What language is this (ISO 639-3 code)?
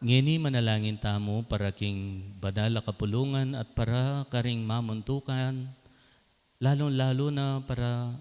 pam